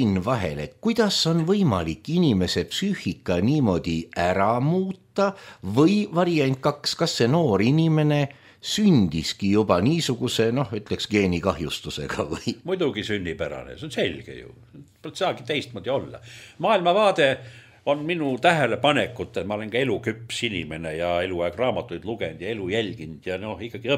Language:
Estonian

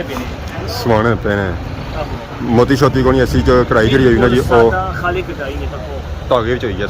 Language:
Pahari-Potwari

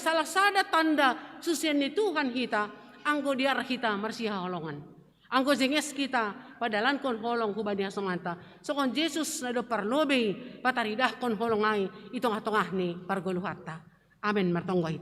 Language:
Batak Simalungun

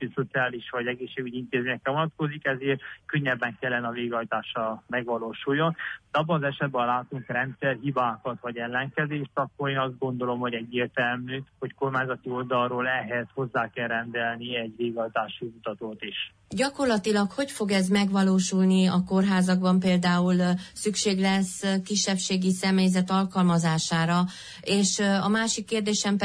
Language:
Hungarian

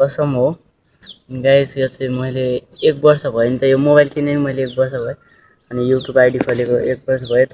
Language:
Nepali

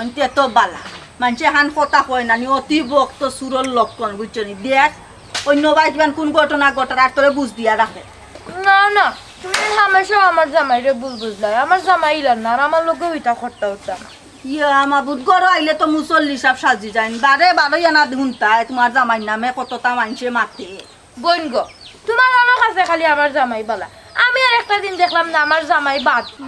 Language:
Sylheti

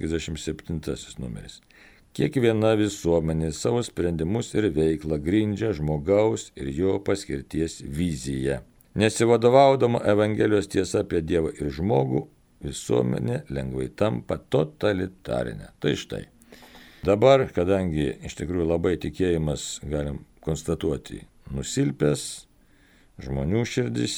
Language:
Lithuanian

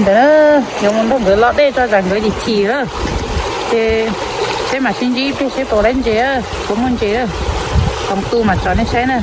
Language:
Hmong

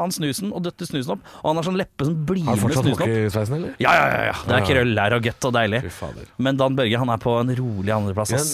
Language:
Norwegian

